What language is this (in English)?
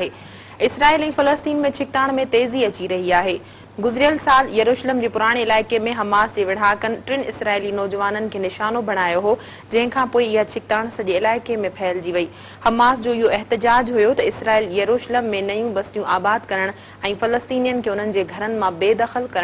Sindhi